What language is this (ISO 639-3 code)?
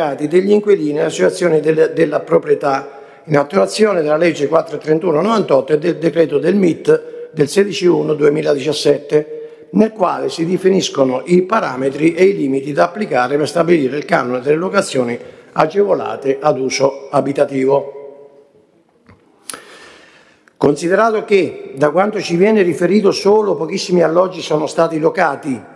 ita